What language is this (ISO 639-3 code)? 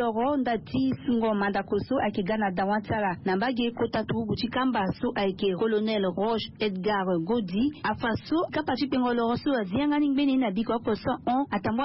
sag